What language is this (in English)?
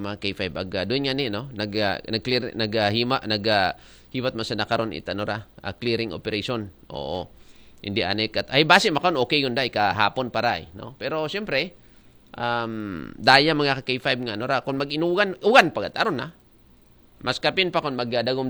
Aklanon